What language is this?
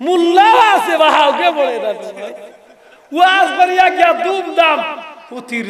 Sylheti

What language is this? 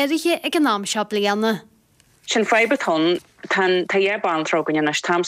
Irish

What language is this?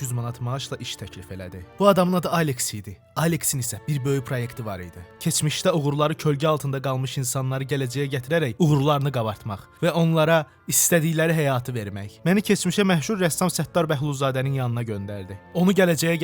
Azerbaijani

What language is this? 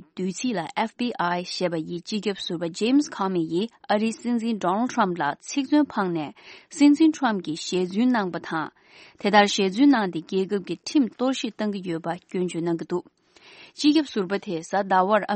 Tibetan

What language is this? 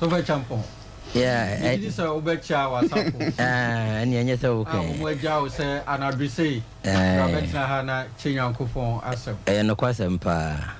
Akan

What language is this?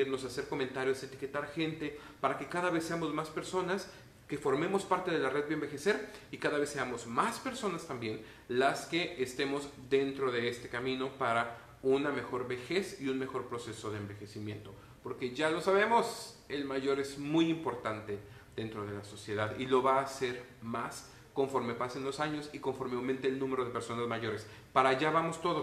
Spanish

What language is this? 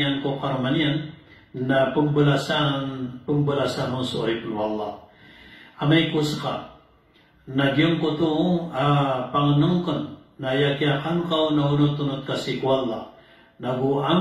Maranao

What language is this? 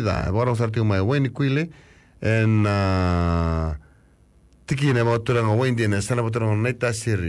Fijian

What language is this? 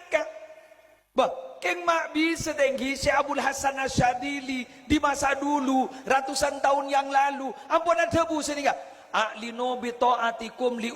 Madurese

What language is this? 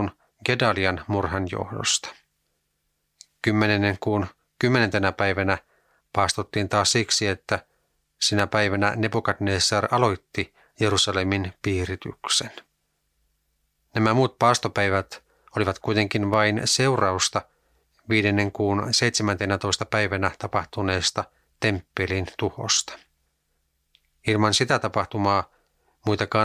Finnish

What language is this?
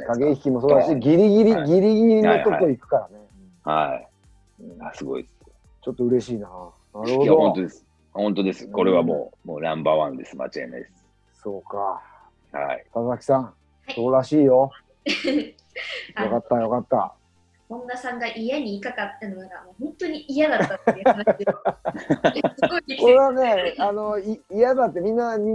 Japanese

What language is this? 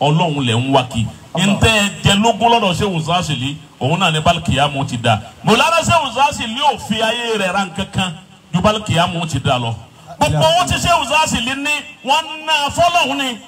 Yoruba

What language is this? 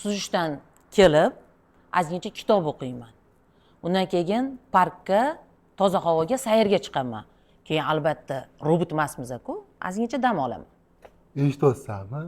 Uzbek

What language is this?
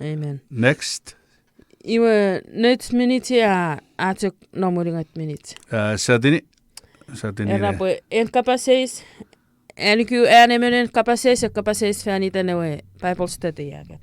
Chuukese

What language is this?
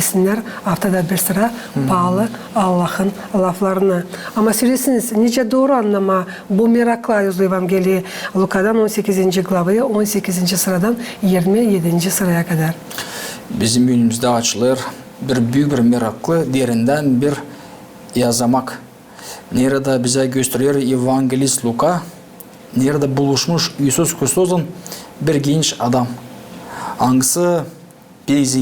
Gagauz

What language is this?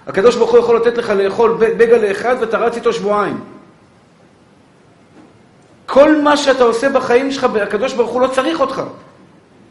Hebrew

